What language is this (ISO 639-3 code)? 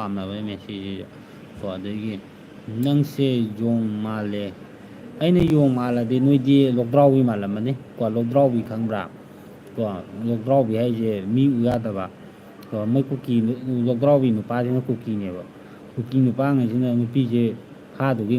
mni